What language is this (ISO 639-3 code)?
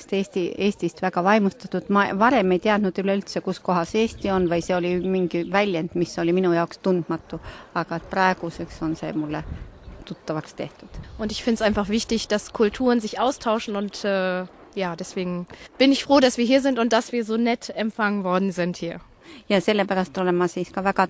est